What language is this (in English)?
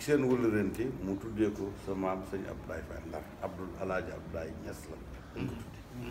Wolof